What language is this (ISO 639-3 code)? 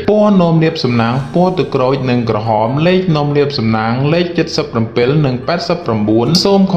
khm